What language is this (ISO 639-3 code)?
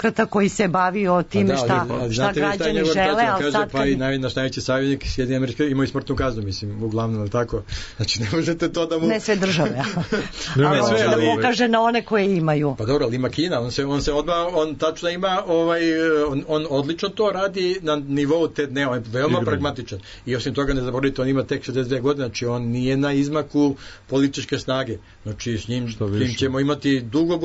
srp